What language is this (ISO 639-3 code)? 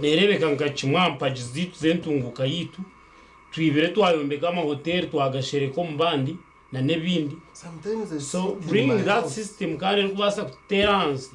nyn